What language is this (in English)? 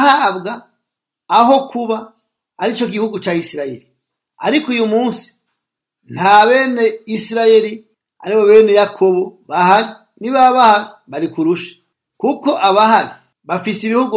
Rundi